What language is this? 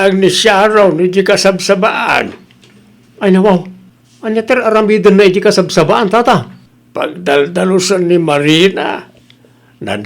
Iloko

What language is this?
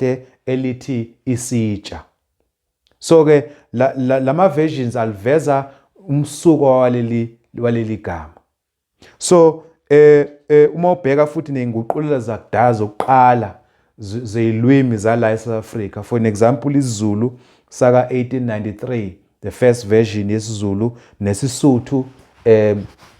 Zulu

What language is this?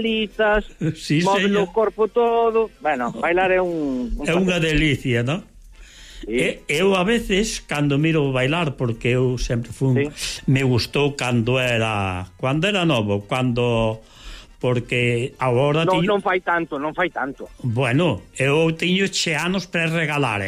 Galician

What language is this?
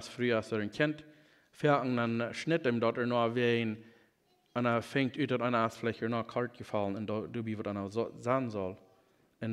Plautdietsch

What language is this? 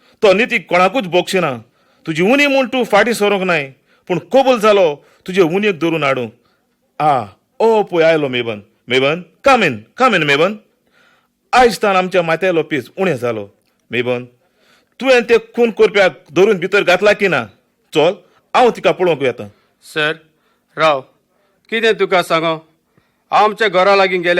Konkani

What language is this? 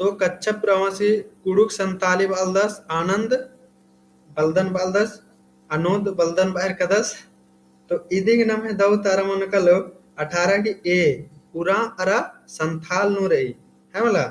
Kurukh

